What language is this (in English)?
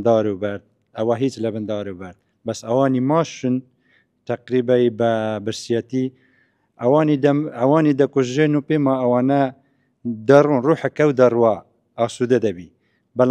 Central Kurdish